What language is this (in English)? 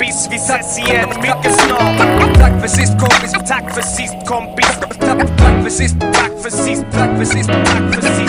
Swedish